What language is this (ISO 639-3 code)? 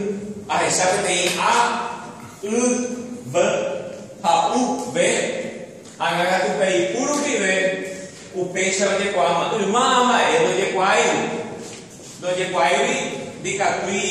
grn